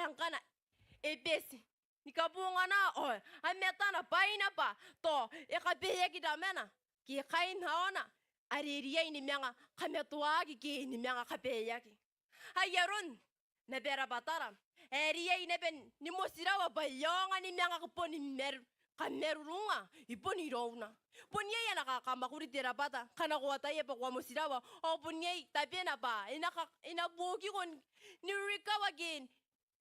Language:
Gilbertese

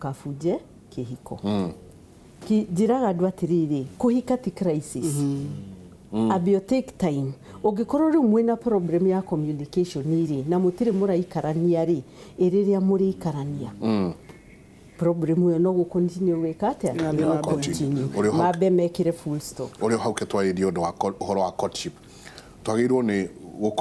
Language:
Kikuyu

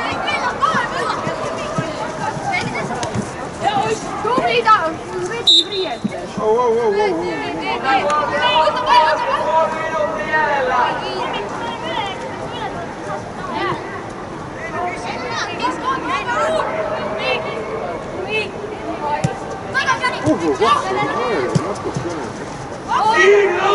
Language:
Estonian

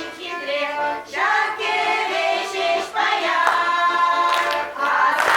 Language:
Chuvash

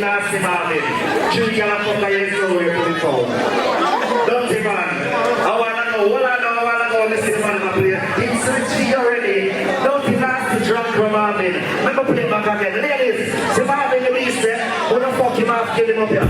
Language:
Jamaican Creole English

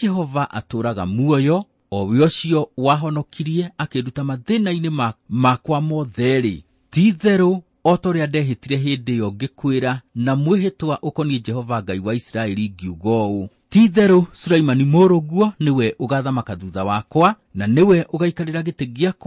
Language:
Kikuyu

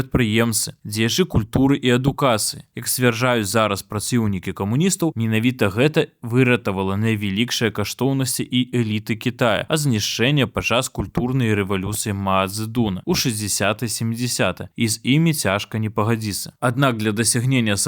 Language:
Belarusian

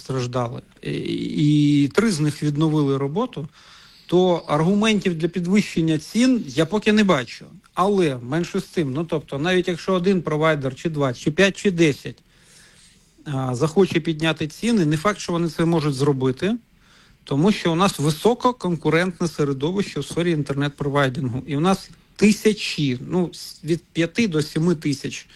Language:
Ukrainian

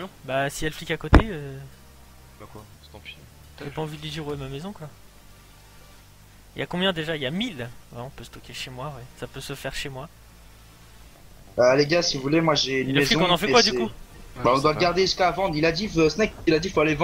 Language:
French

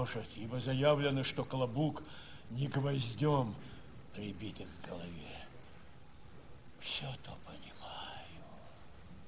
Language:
Russian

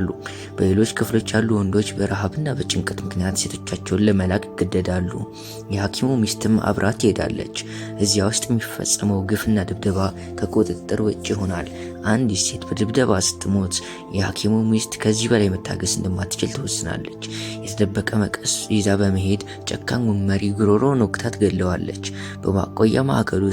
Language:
Amharic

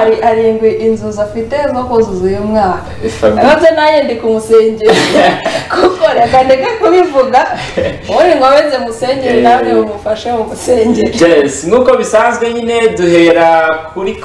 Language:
Kinyarwanda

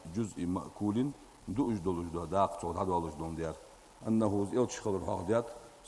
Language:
Ingush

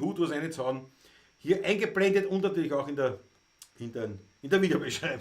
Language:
Bavarian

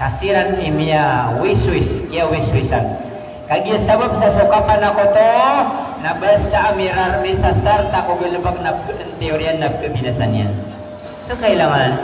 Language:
Maranao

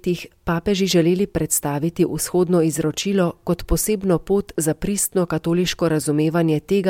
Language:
Slovenian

